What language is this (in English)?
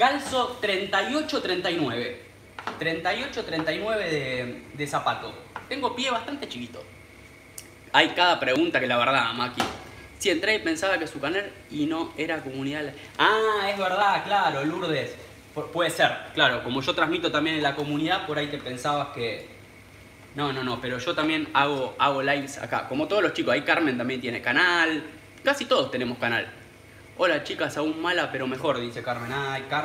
Spanish